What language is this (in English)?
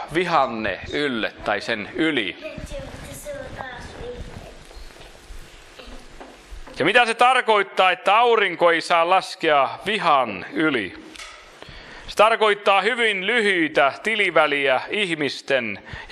Finnish